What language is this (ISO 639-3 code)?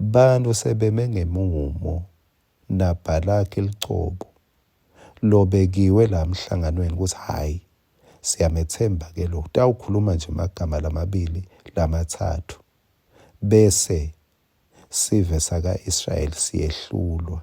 ssw